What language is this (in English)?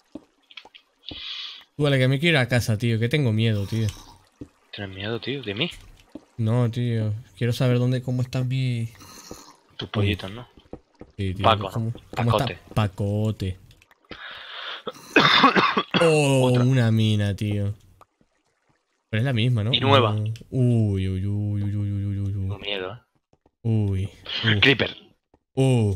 Spanish